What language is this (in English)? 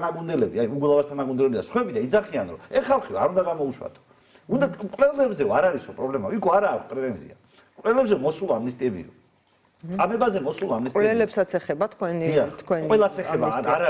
Georgian